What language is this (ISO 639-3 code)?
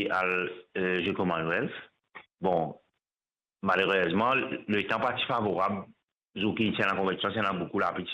mfe